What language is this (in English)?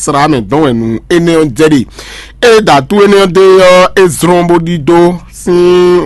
Fon